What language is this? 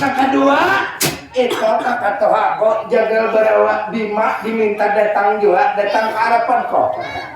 Banjar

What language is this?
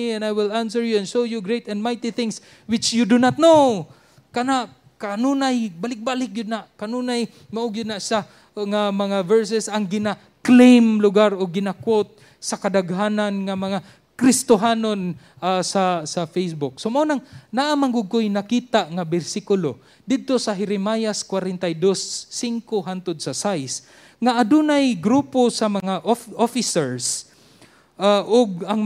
Cebuano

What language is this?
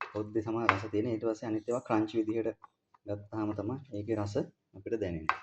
Sinhala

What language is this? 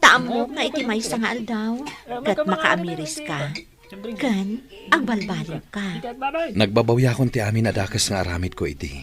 Iloko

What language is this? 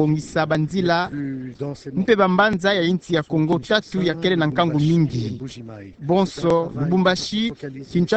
Kituba (Democratic Republic of Congo)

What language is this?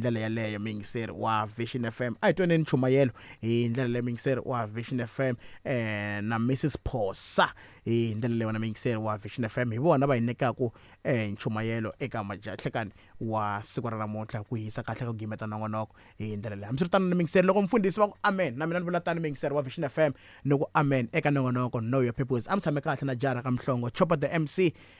Tsonga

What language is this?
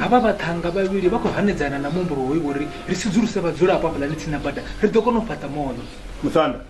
Venda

